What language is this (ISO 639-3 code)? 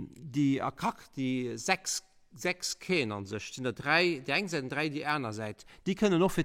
ltz